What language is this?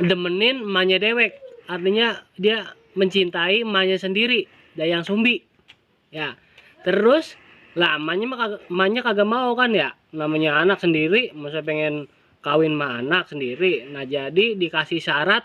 Betawi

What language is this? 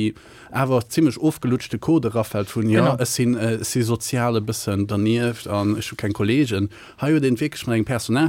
Luxembourgish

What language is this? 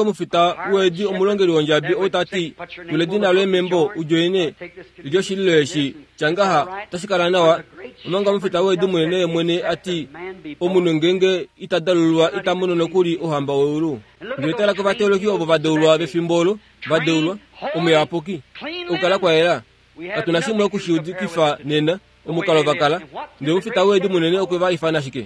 Kuanyama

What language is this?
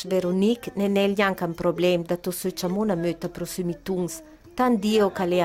Ladin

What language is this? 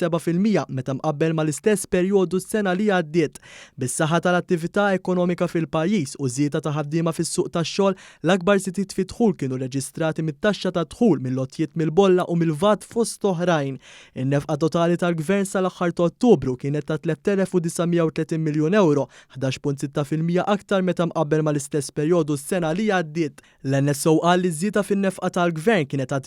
Maltese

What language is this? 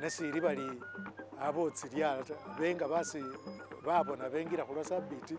Masaaba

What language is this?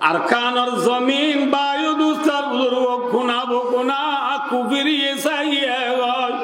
Rohingya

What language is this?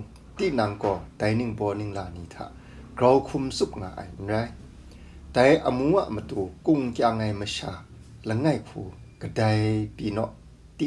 Kachin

